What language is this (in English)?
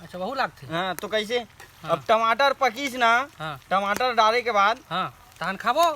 Chhattisgarhi